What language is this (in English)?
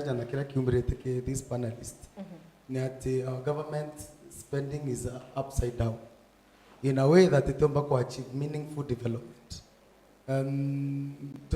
Meru